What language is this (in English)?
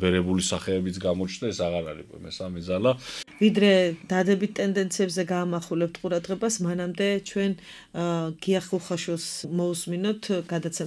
Georgian